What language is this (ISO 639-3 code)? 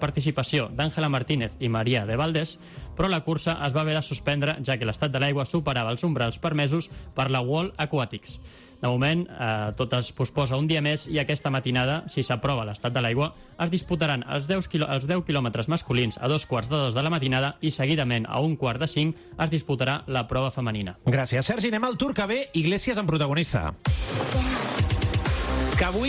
cat